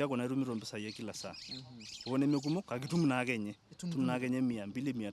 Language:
Masai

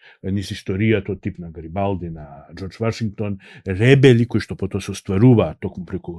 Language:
Macedonian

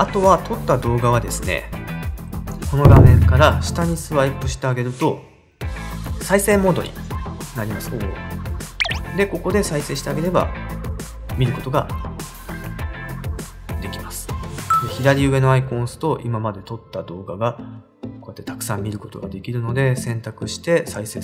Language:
Japanese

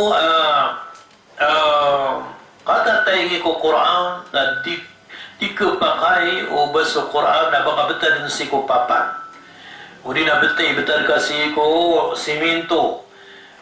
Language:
Maranao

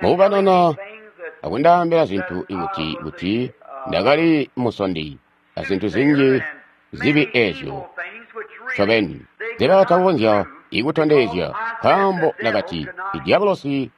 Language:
Tonga (Zambia)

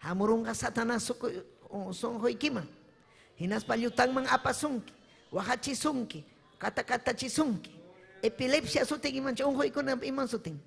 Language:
Ayacucho Quechua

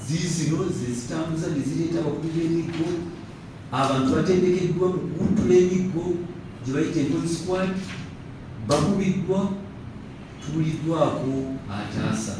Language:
Ganda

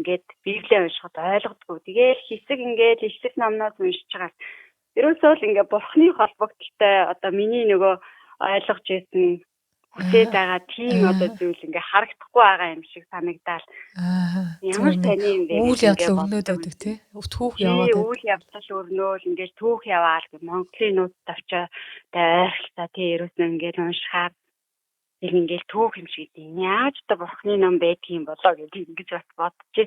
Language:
Mongolian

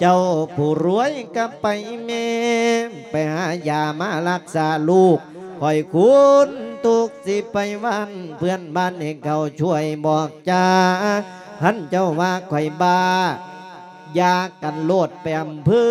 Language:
Lao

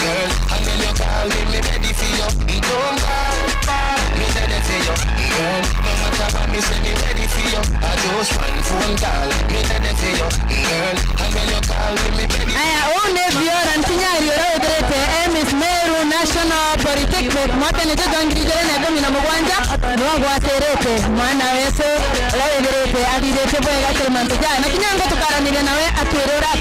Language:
Meru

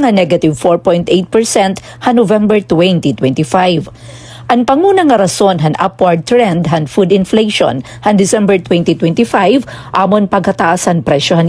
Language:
Waray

